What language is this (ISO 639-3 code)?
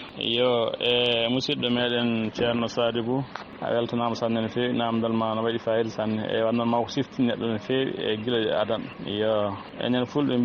ful